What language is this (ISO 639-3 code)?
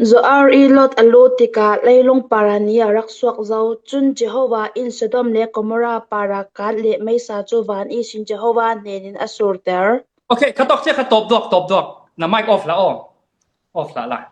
cfm